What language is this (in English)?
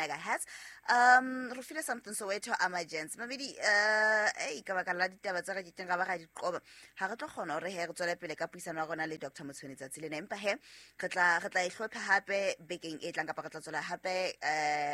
Southern Sotho